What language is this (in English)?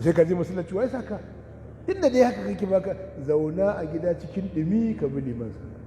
Hausa